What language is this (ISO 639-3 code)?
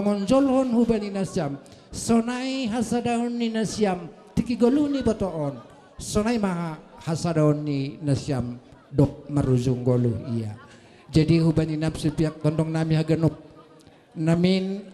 bts